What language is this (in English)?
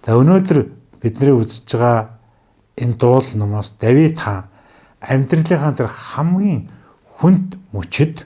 Mongolian